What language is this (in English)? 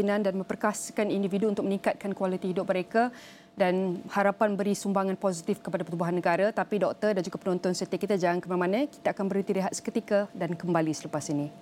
Malay